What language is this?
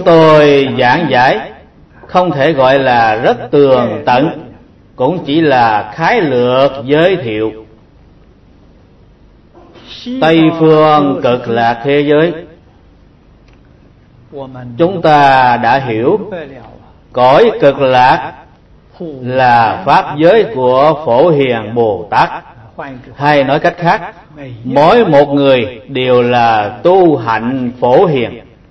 Vietnamese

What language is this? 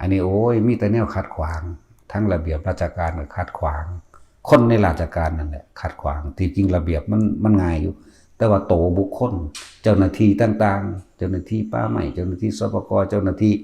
Northeastern Thai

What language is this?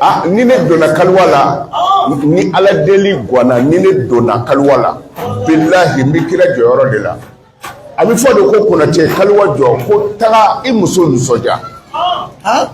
Bambara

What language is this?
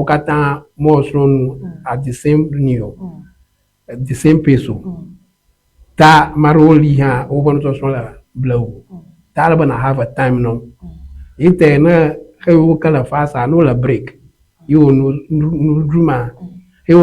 Ewe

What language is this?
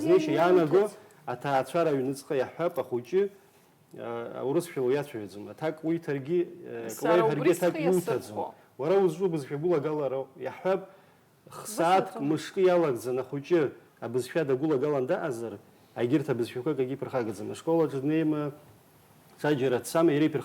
Abkhazian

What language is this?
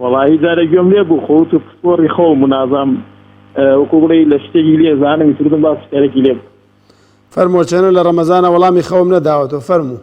Central Kurdish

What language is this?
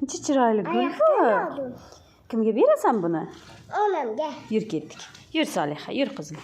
Uzbek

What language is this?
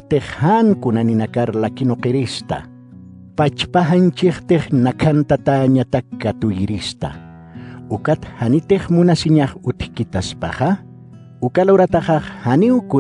Aymara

